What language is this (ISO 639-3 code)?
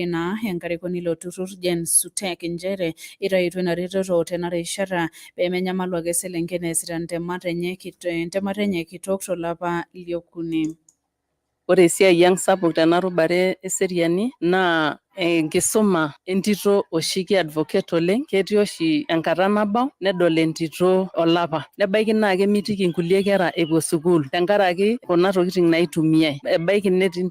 mas